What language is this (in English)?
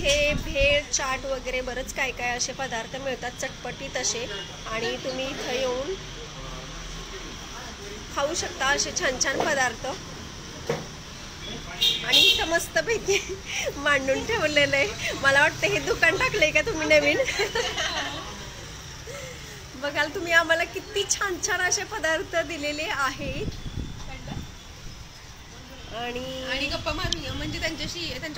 Marathi